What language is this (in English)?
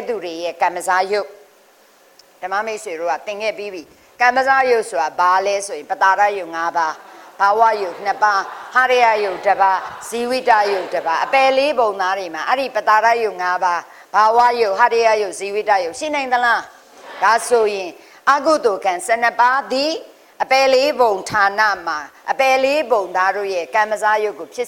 Burmese